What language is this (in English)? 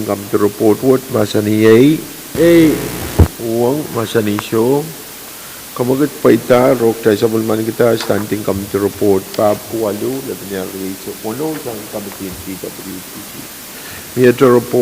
Pohnpeian